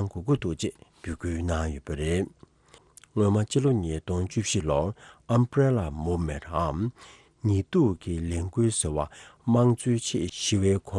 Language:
Tibetan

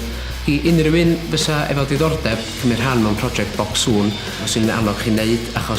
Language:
Welsh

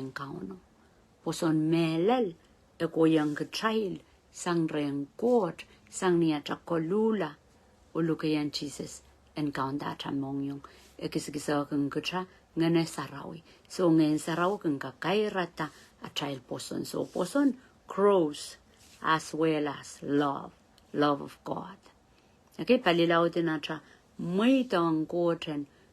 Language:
Pohnpeian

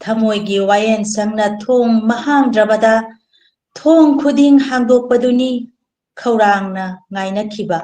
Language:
Manipuri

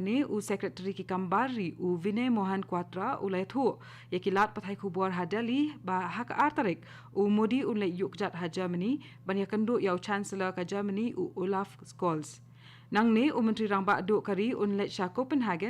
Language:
Khasi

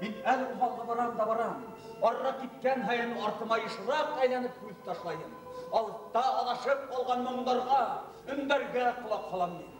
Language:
Bashkir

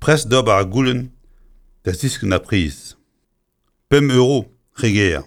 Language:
Breton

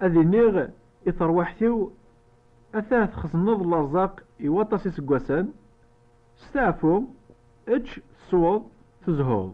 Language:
Kabyle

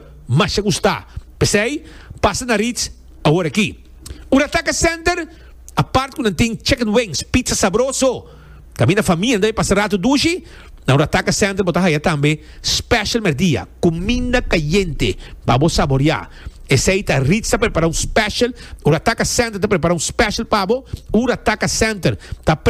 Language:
Papiamento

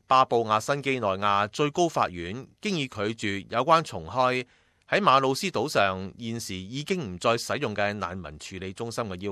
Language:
Cantonese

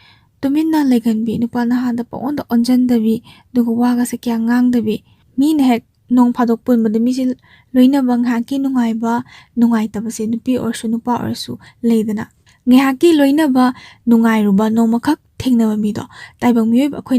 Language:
Manipuri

